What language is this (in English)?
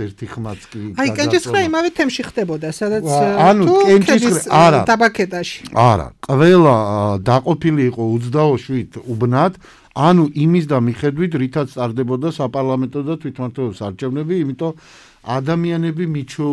Georgian